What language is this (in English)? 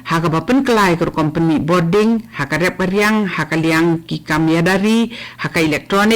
Khasi